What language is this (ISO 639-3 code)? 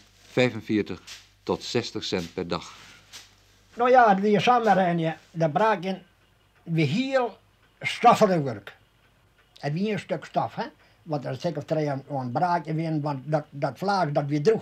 fry